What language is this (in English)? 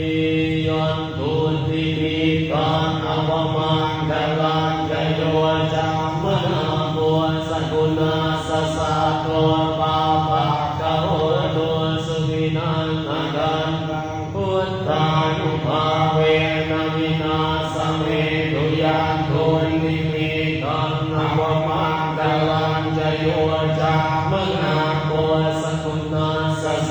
Pali